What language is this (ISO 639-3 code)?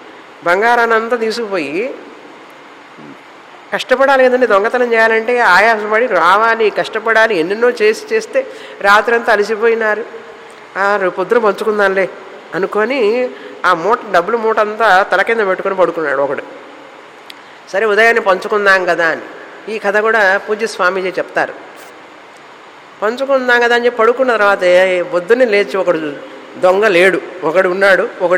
tel